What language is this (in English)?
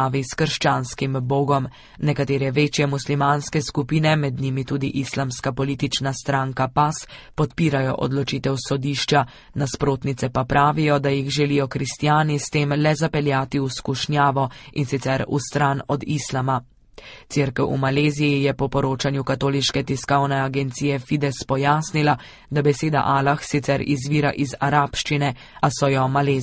Slovenian